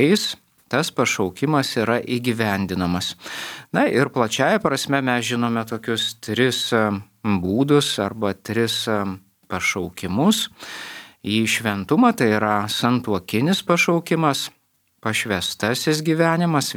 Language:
Lithuanian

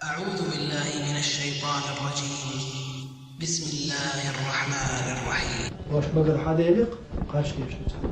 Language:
Chechen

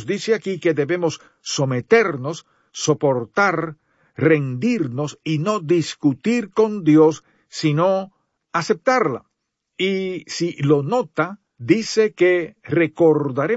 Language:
Spanish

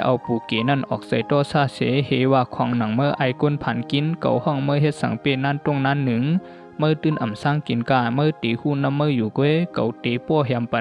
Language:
Shan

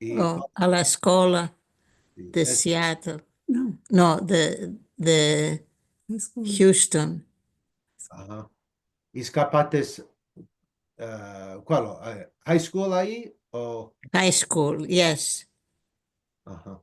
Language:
Ladino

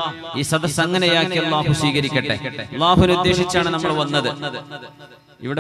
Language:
Malayalam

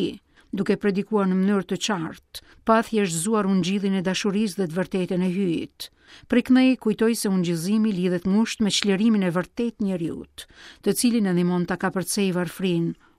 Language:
Albanian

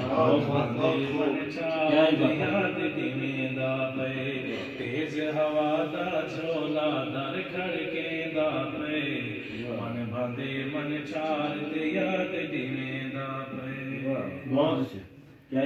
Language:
Saraiki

